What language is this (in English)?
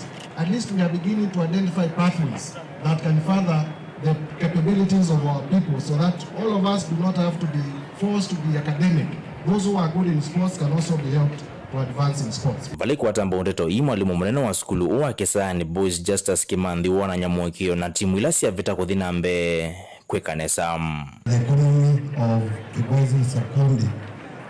Kamba